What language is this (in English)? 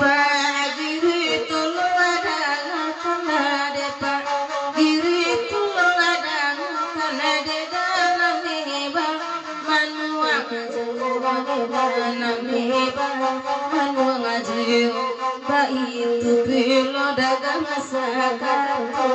Minangkabau